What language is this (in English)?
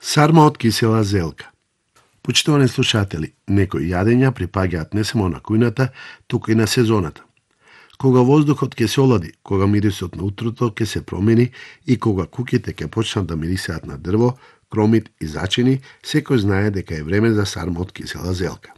Macedonian